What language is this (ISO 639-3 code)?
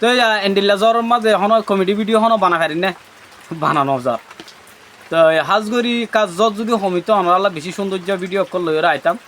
rhg